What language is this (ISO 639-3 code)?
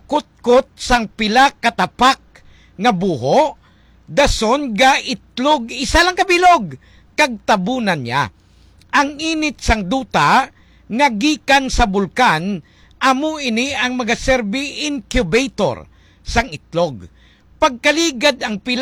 hil